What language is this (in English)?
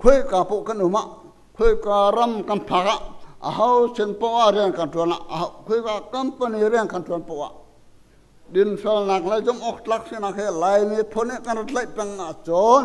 Hakha Chin